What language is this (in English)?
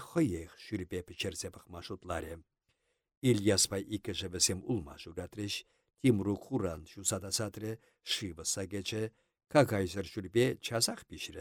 Chuvash